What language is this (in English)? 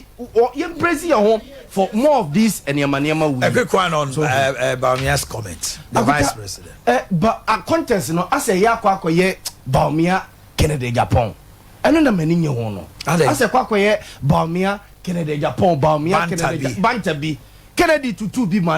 Akan